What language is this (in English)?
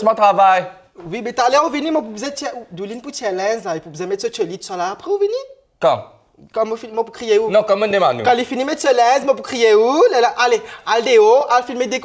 Morisyen